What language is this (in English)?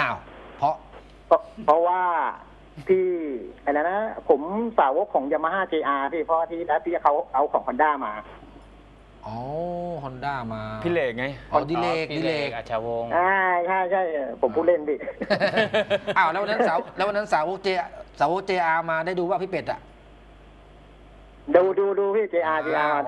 Thai